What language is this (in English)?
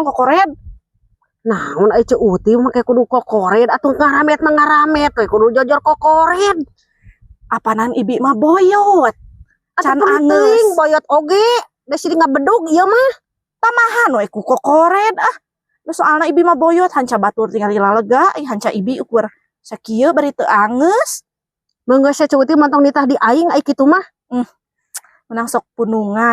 Sundanese